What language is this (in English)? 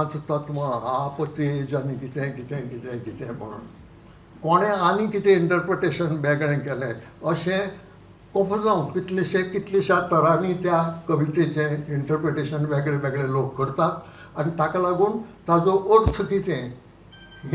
Konkani